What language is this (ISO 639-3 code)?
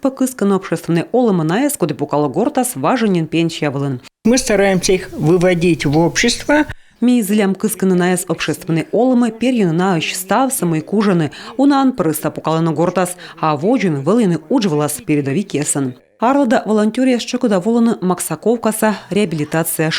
kom